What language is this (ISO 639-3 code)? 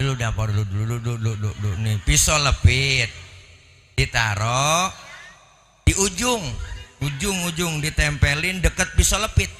bew